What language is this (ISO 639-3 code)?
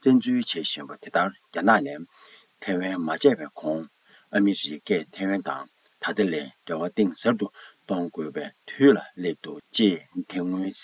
bod